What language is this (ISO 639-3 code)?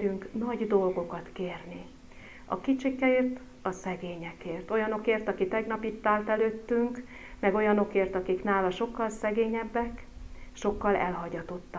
hun